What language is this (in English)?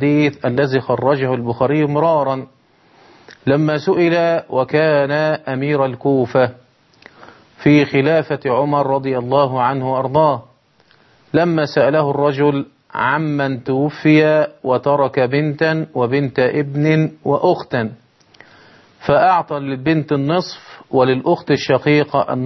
Arabic